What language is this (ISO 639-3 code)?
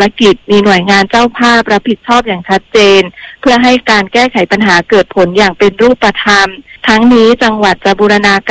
tha